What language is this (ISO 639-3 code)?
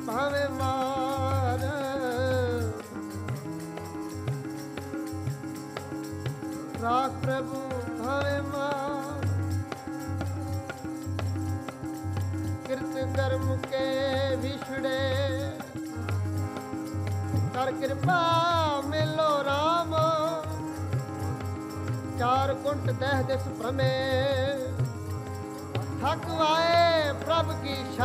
pan